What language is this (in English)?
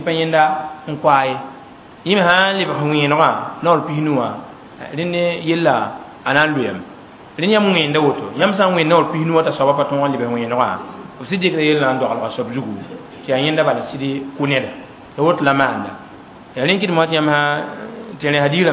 Mossi